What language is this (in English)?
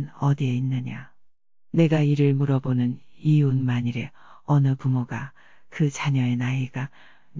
Korean